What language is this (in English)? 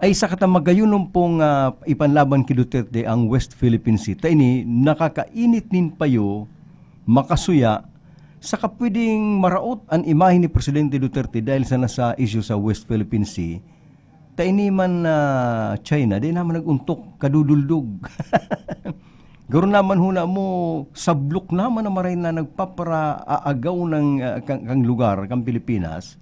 Bikol